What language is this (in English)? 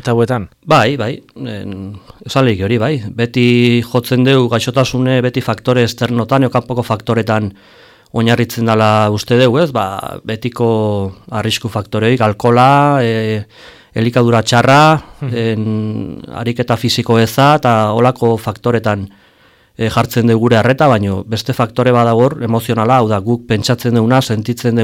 Basque